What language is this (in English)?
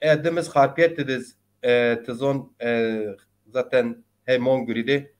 Zaza